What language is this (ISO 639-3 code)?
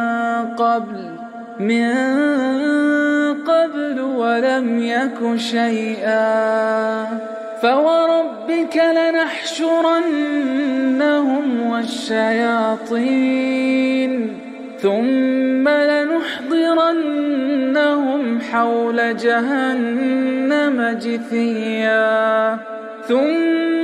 ara